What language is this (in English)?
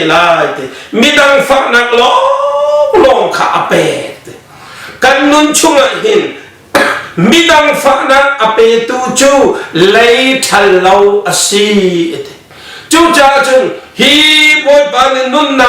Hakha Chin